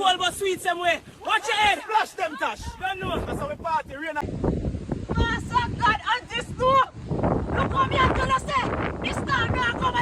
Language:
Jamaican Creole English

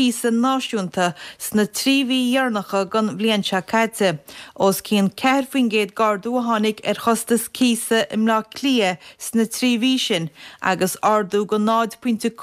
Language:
Irish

